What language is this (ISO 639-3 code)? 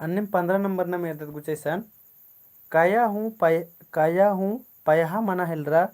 kru